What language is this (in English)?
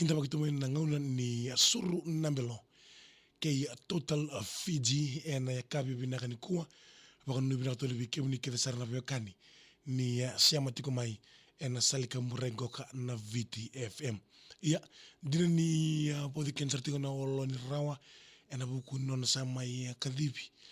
Fijian